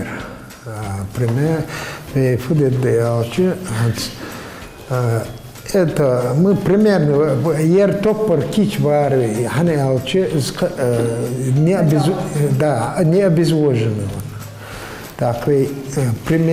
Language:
Ingush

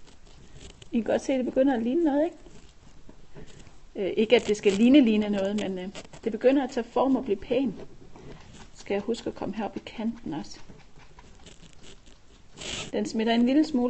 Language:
Danish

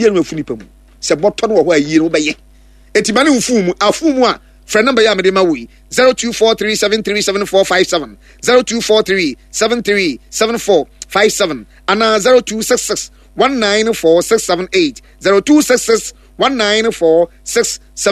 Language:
Akan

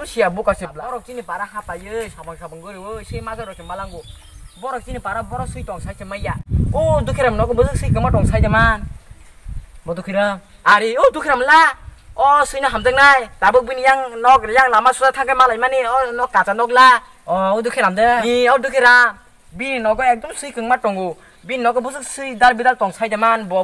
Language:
Kok Borok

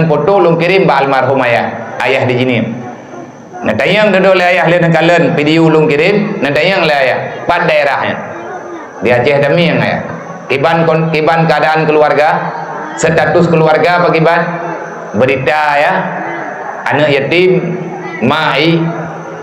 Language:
Achinese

